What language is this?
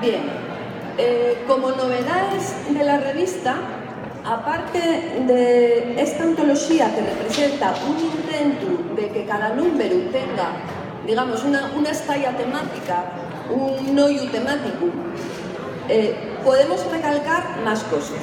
Asturian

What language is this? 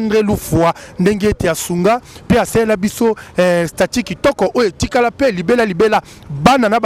Lingala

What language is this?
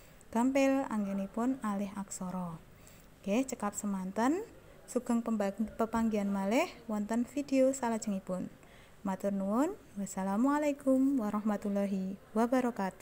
Javanese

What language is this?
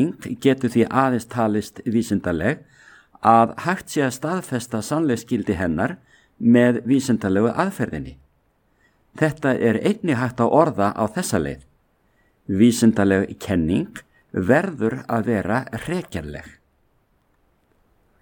Icelandic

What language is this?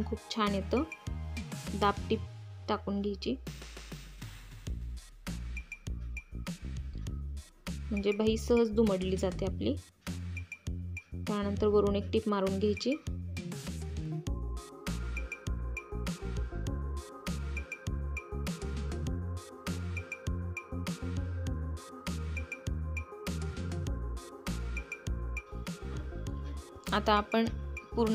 Marathi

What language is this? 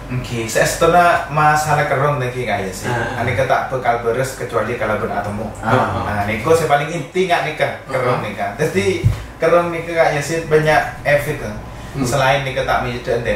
Madurese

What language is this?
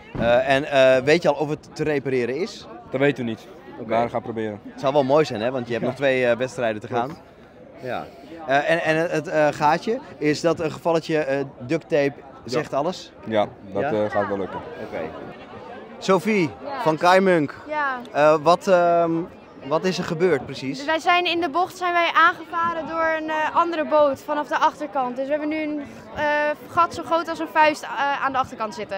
Dutch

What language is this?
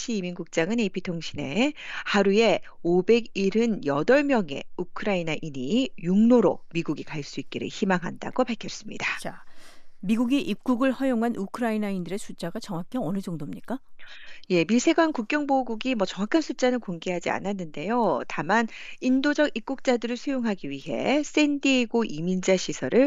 Korean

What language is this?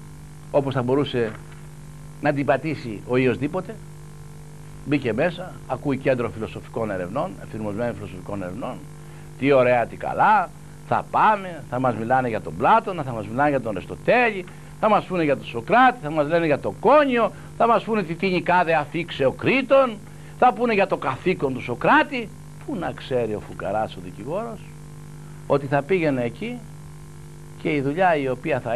Greek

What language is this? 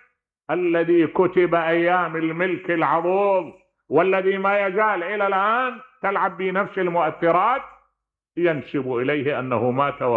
Mesopotamian Arabic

